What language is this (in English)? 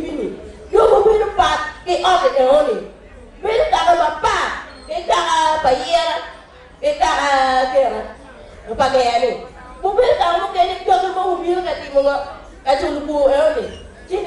Acoli